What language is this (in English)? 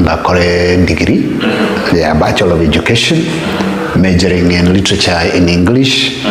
Gusii